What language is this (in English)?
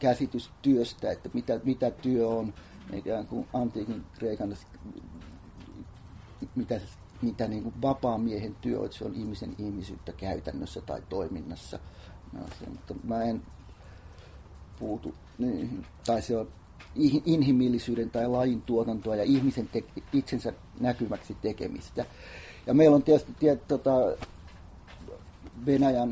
Finnish